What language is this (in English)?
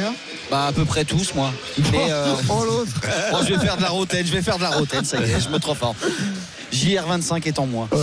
French